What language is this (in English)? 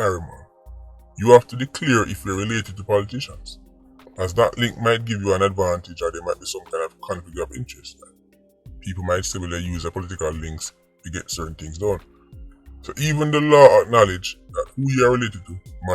Jamaican Creole English